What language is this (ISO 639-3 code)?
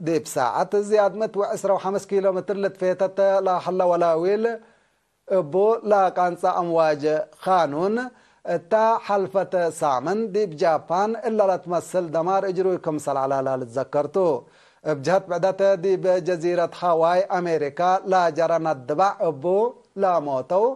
tig